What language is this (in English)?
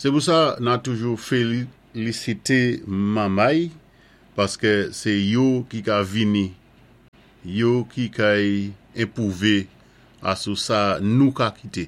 Saint Lucian Creole French